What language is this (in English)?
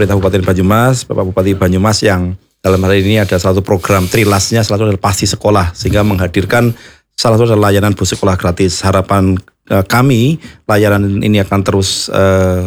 Indonesian